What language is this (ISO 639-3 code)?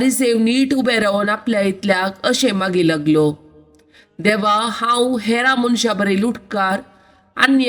kok